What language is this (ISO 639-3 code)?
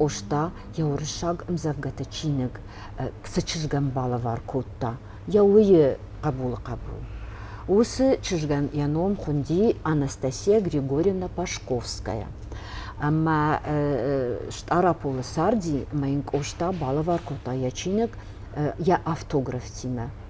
oss